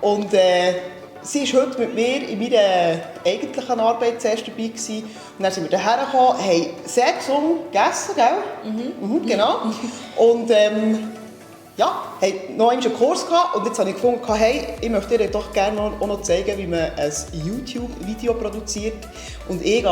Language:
Swiss German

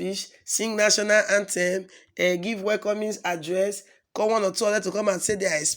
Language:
Nigerian Pidgin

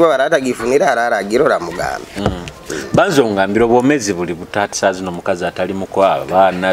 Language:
Nyoro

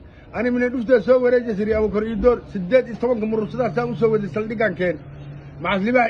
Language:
Somali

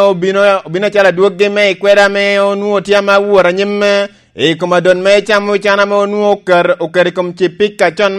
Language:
Lango (Uganda)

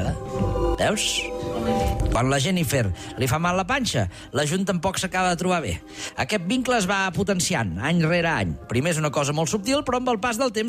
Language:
Catalan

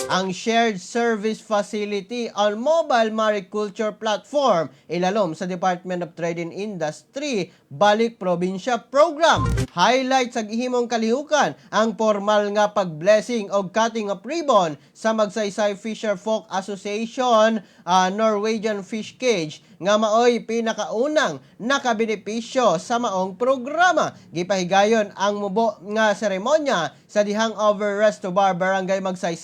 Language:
Cebuano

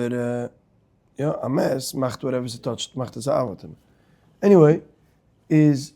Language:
Yiddish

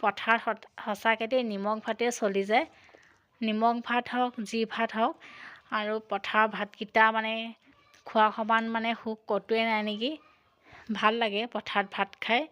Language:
Assamese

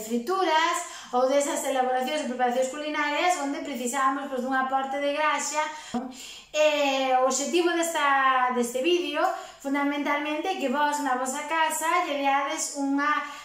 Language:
Galician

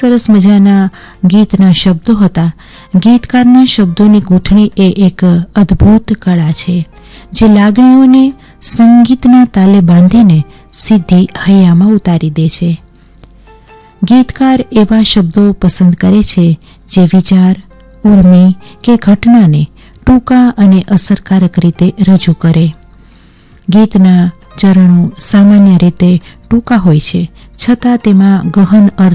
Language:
Gujarati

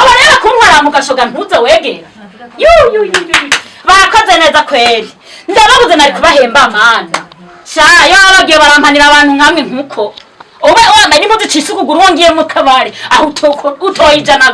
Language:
Rundi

